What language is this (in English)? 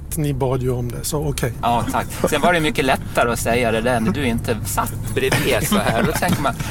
Swedish